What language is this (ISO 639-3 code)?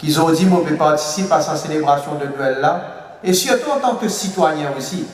mfe